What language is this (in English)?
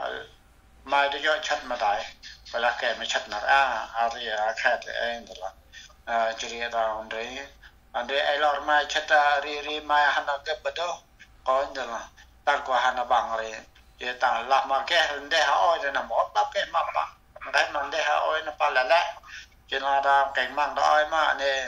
Central Mnong